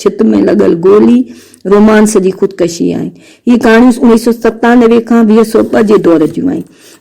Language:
Sindhi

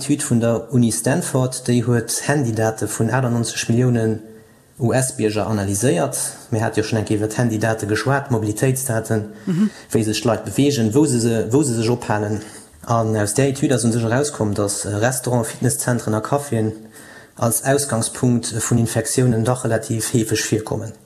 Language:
Luxembourgish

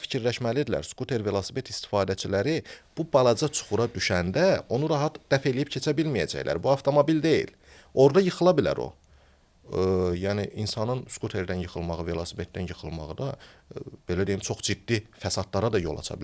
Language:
Azerbaijani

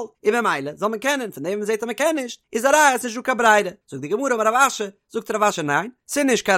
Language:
Yiddish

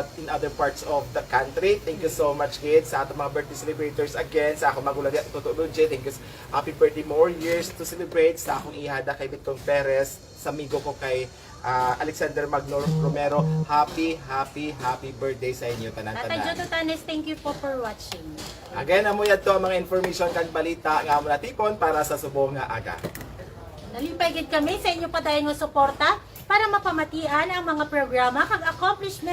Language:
Hiligaynon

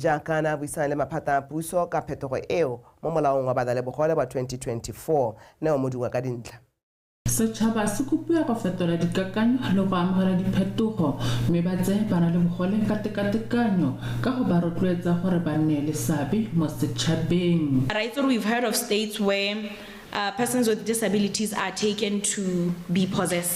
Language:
Tswana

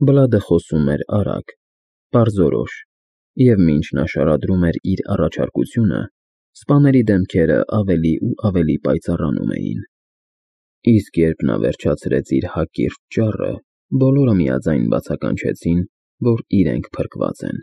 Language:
Armenian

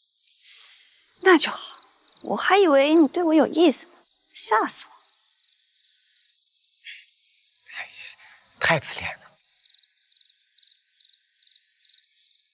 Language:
Chinese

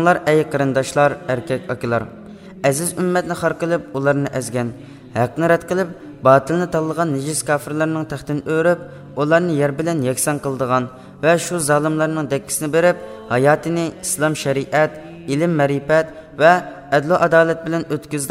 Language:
Uyghur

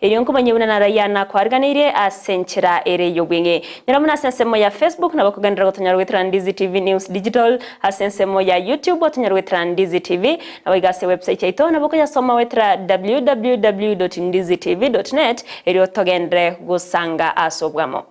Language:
Gusii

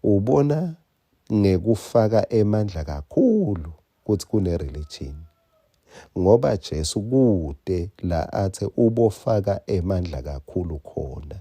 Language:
Swati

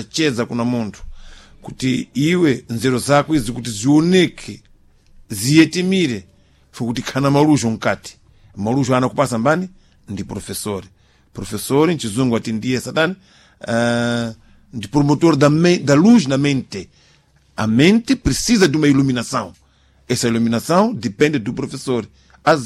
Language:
Sena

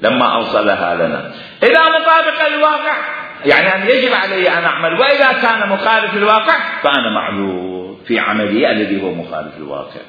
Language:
Mesopotamian Arabic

